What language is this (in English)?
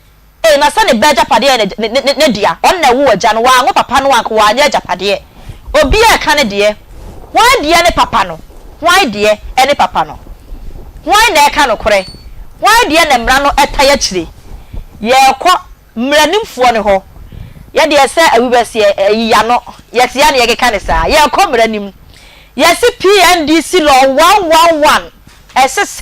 Akan